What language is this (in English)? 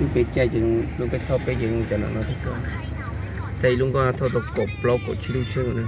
Hmong